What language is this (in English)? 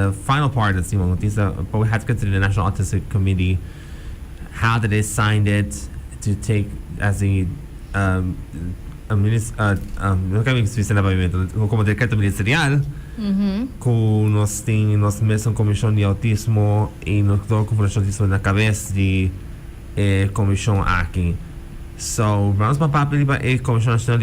Papiamento